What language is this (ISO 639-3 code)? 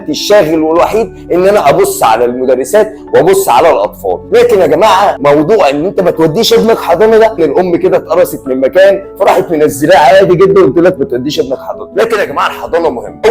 arz